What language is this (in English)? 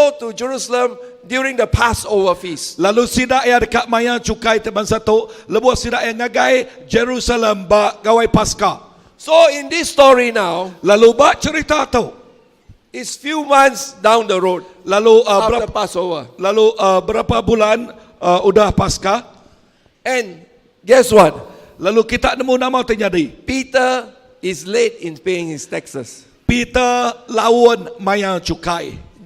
Iban